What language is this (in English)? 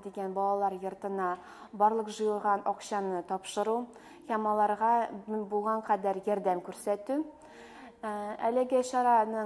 Tatar